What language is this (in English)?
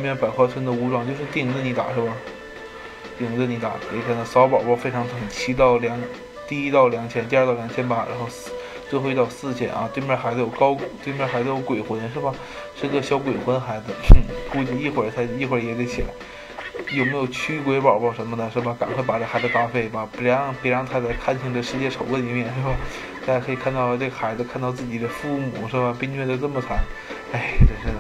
Chinese